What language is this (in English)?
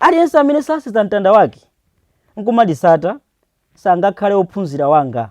Nyanja